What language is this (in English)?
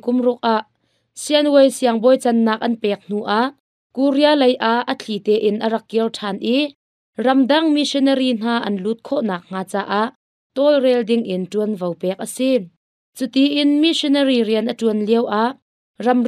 Hakha Chin